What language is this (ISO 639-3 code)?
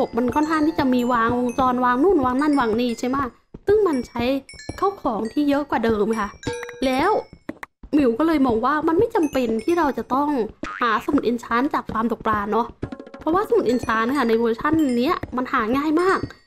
tha